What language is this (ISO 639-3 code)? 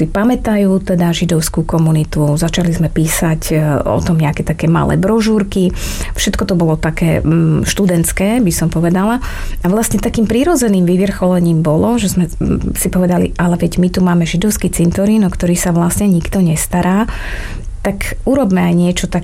slk